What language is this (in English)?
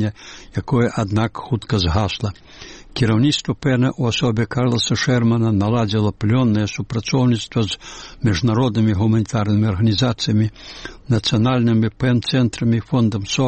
Belarusian